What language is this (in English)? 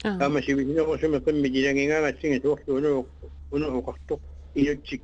Kalaallisut